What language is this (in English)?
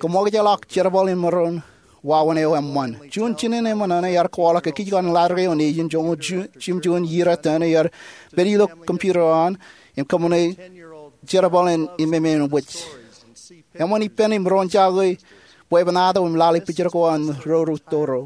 Marshallese